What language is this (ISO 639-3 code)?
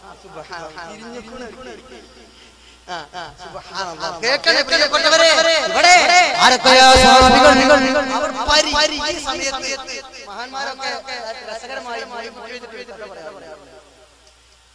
mal